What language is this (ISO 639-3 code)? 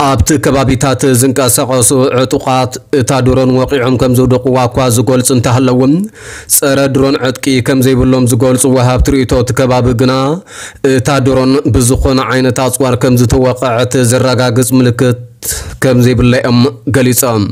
tir